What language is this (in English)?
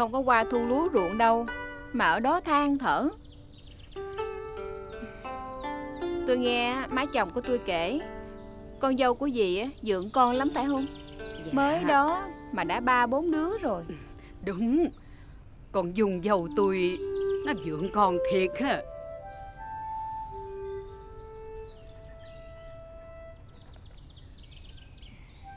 Vietnamese